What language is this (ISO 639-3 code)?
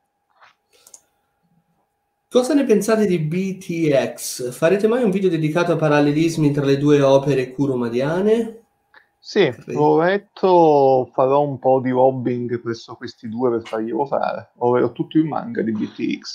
ita